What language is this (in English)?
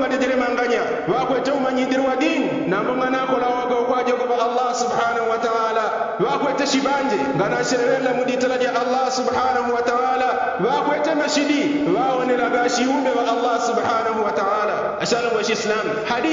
Yao